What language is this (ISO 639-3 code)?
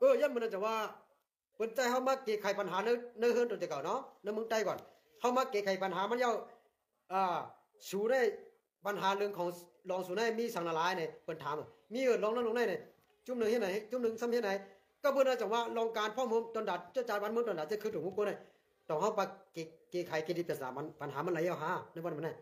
shn